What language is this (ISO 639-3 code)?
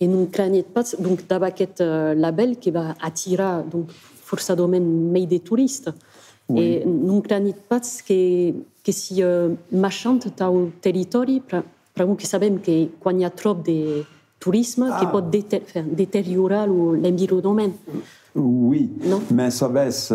oci